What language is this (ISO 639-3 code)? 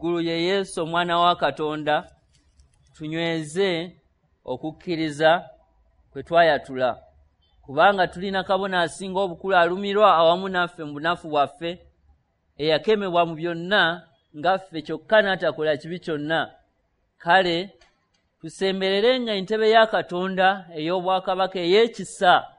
lug